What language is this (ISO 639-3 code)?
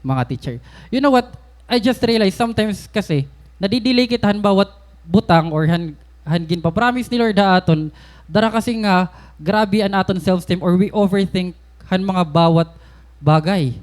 war